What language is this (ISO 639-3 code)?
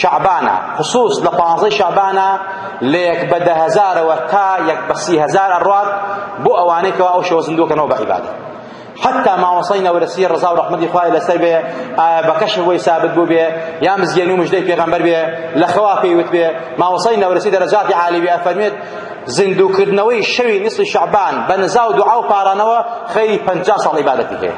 ckb